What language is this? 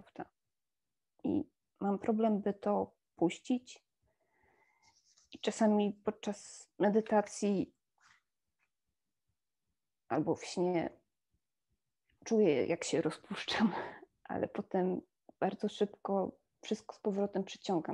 Polish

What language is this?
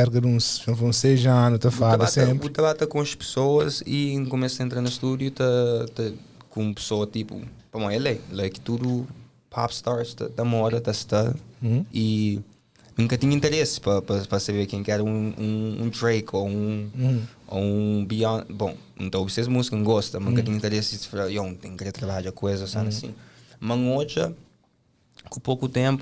Kabuverdianu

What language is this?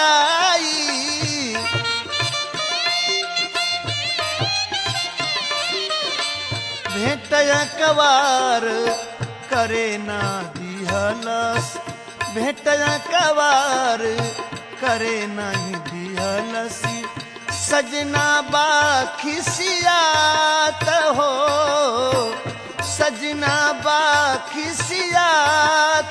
Bhojpuri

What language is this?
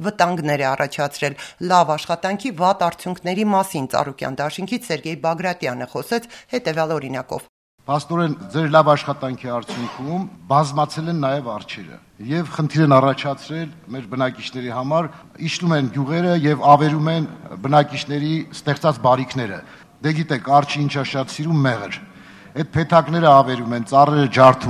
Armenian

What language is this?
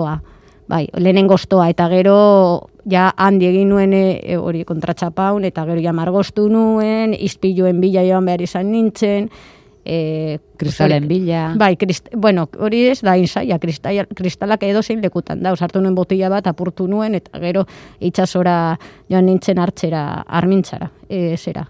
Basque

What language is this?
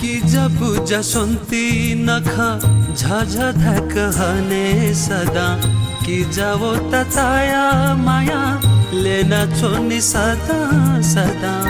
Newari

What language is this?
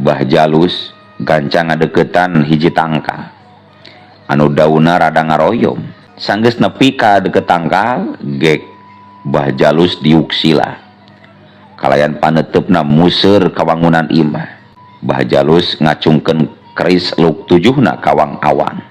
Sundanese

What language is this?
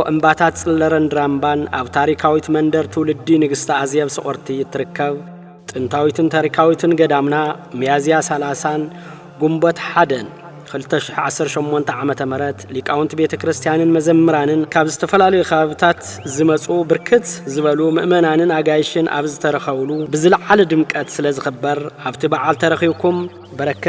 Tigrinya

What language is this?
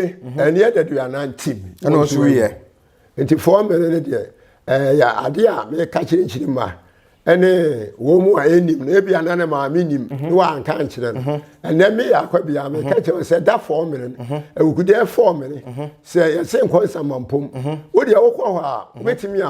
Akan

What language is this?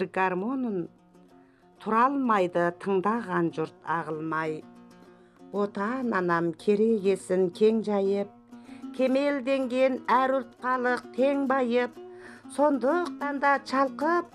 Kazakh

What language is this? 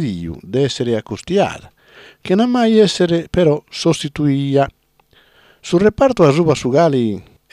Sardinian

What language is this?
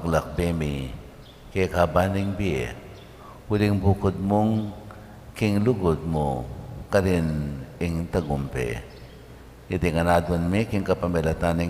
Pampanga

